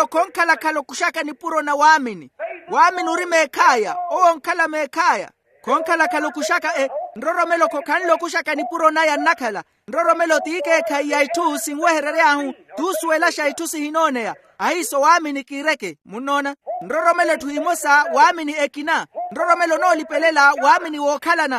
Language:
Makhuwa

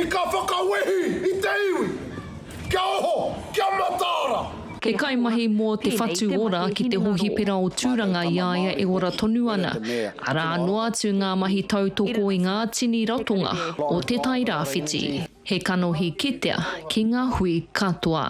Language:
Māori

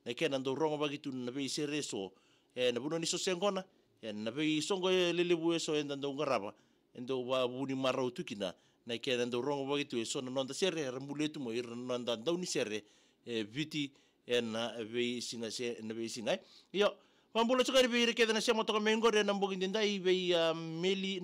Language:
Fijian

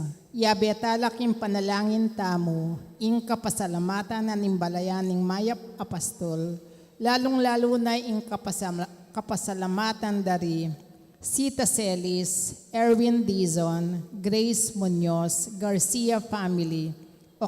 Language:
Pampanga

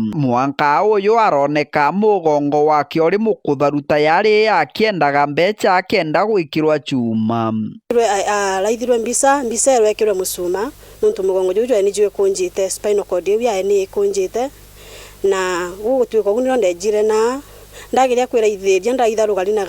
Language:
Meru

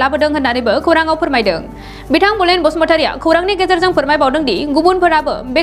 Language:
Bodo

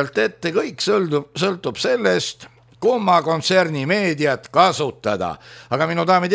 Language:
Estonian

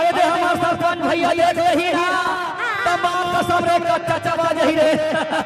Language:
Chhattisgarhi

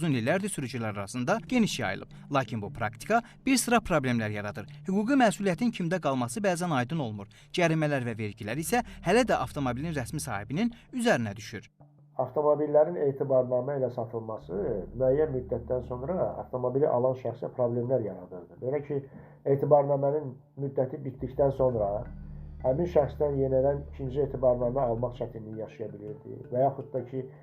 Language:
Azerbaijani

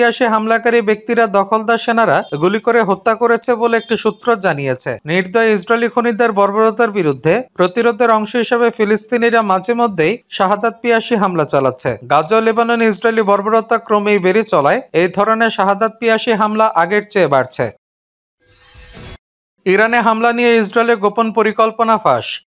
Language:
Bangla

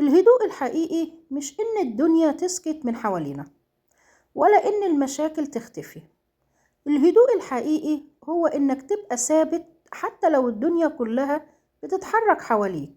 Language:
Egyptian Arabic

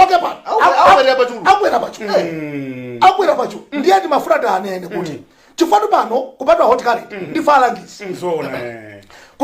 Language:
Nyanja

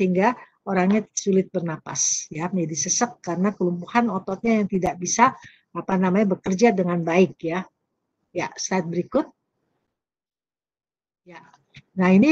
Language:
Indonesian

